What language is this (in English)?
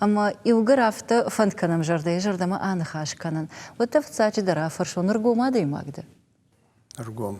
Ossetic